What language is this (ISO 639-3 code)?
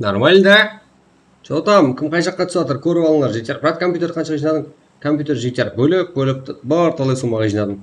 kaa